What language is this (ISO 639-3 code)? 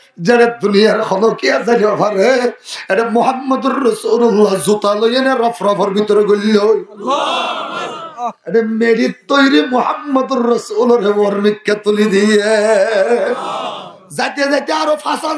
rhg